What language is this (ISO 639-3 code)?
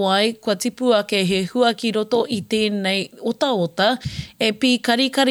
mri